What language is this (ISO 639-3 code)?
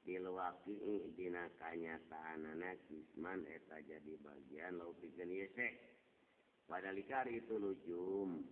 sun